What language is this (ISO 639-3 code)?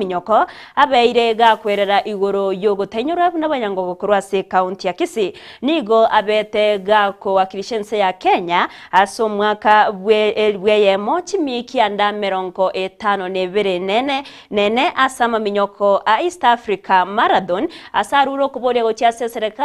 guz